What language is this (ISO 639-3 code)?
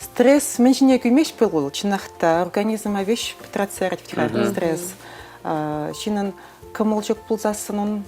chv